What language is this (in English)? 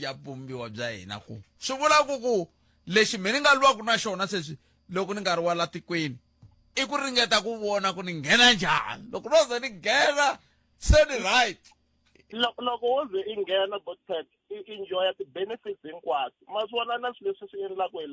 Tsonga